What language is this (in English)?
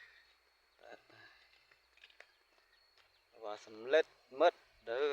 Lao